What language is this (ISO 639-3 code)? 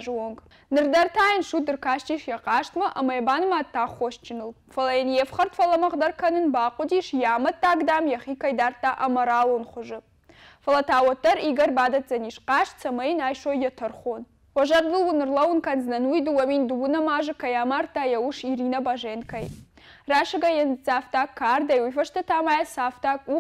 oss